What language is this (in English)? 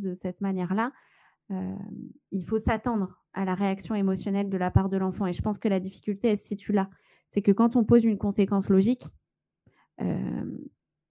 French